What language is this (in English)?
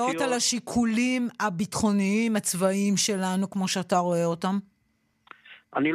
Hebrew